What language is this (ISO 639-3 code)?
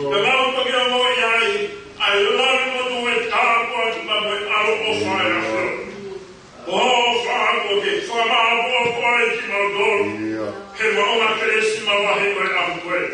ton